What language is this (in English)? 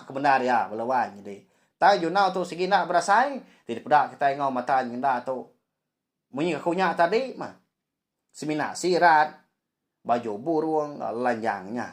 Iban